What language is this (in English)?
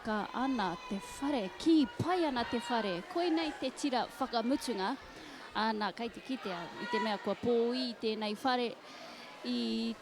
Māori